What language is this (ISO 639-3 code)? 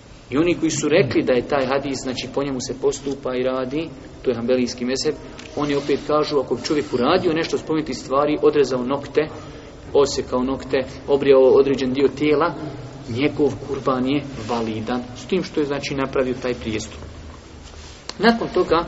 bos